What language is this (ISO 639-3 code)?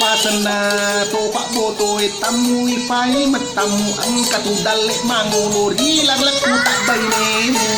bug